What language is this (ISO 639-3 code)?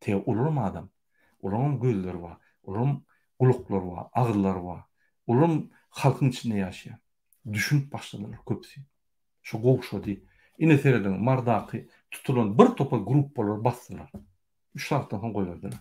tuk